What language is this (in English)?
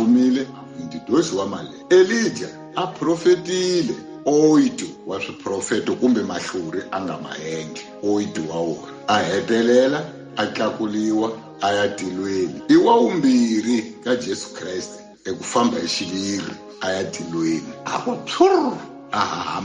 Tsonga